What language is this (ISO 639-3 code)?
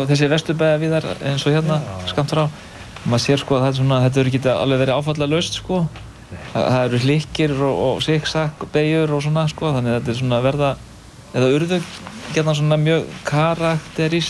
isl